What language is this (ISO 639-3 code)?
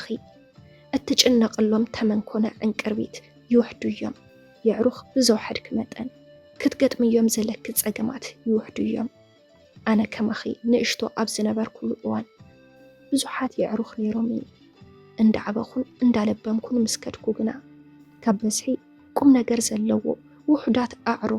tir